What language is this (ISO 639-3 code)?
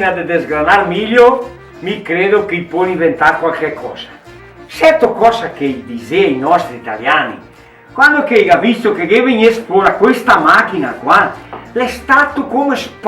vec